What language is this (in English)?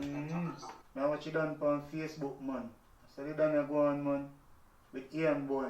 Jamaican Creole English